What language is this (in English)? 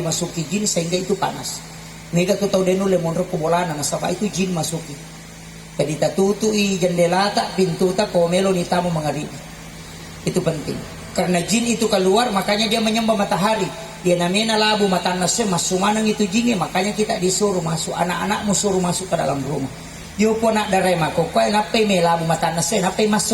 Buginese